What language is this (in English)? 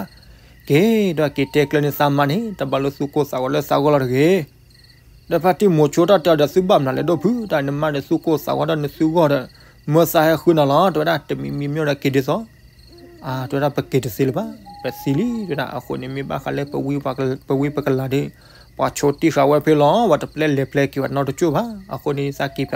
S'gaw Karen